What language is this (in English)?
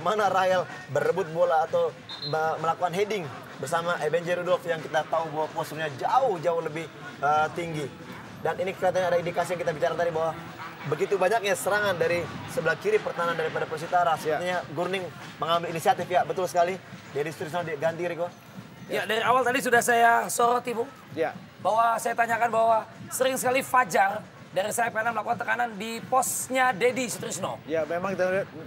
Indonesian